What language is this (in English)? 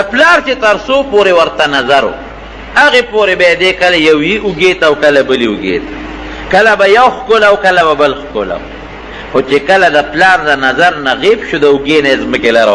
Pashto